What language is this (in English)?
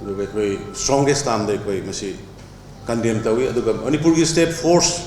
Manipuri